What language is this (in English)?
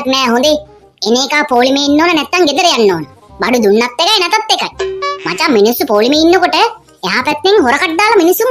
Sinhala